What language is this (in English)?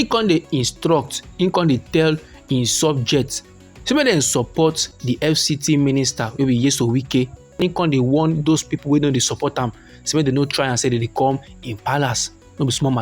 Nigerian Pidgin